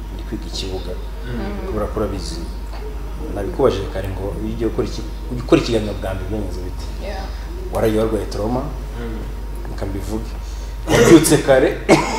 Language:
Kinyarwanda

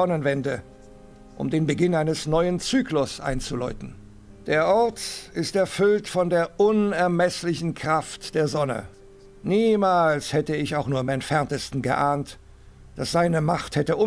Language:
Bavarian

